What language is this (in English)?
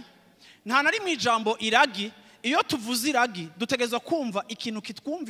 Rundi